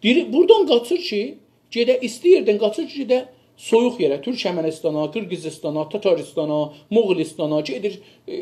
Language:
South Azerbaijani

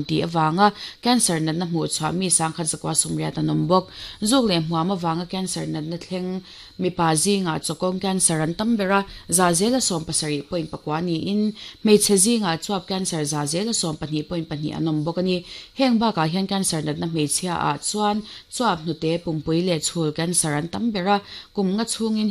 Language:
Mizo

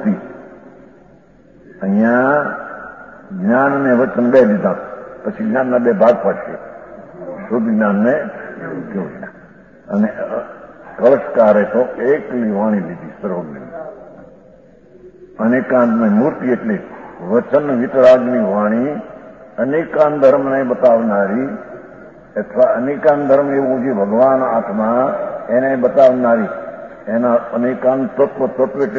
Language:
Gujarati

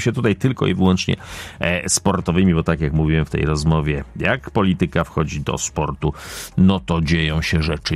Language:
Polish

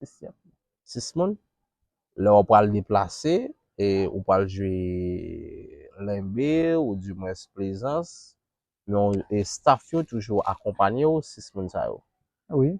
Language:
Haitian Creole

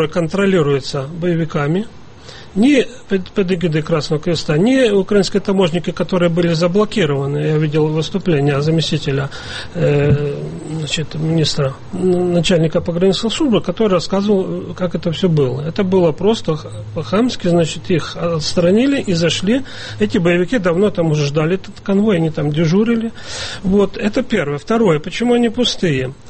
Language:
Russian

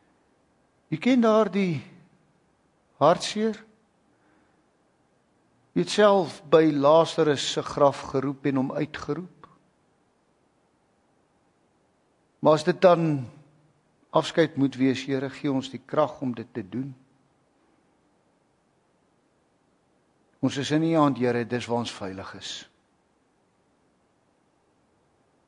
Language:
Afrikaans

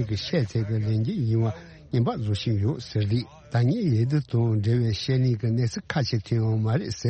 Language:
Tibetan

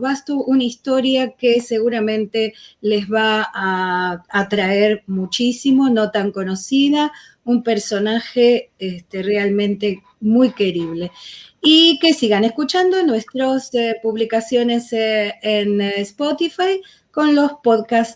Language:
Ladino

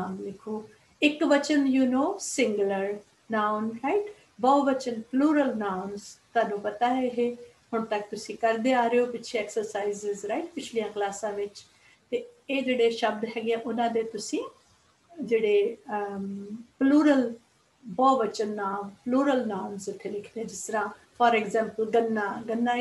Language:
Punjabi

